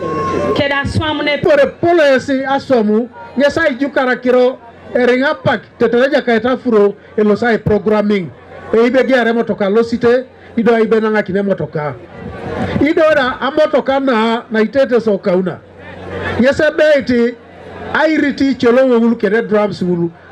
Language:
Teso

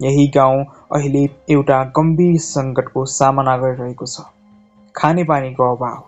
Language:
Nepali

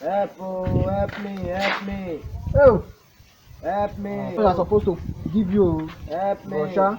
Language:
Nigerian Pidgin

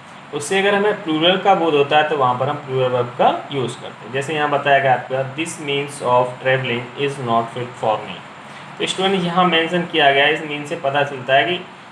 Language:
Hindi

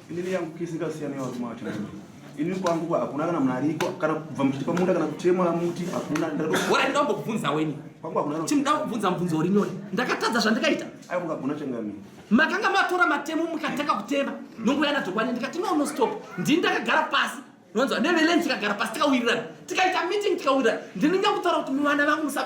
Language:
Shona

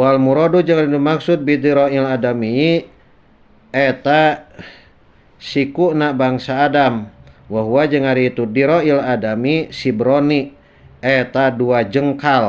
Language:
Sundanese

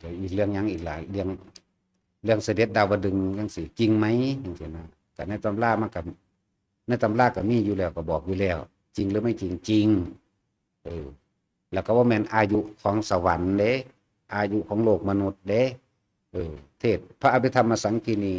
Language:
Lao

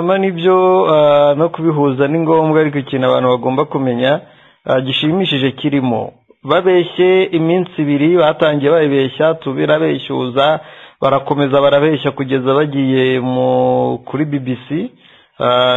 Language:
Kinyarwanda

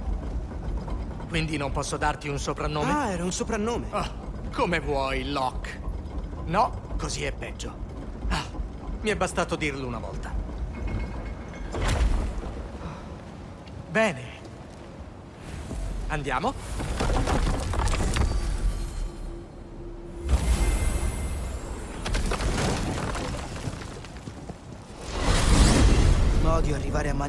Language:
Italian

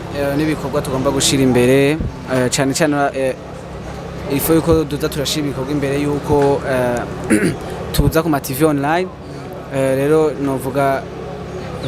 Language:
Rundi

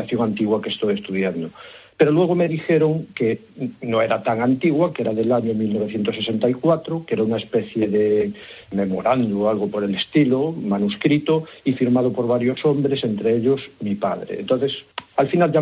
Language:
Spanish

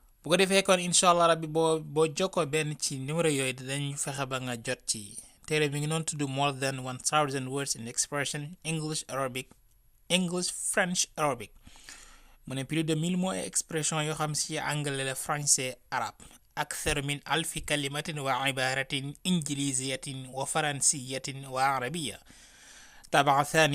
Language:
Wolof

